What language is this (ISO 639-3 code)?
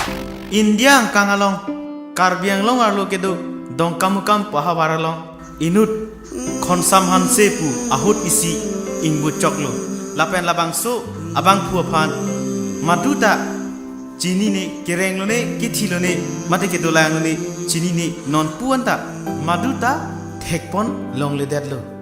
mjw